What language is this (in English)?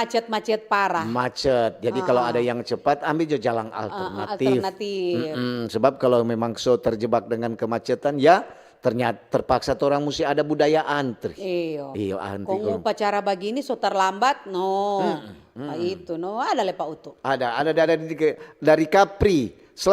Manado Malay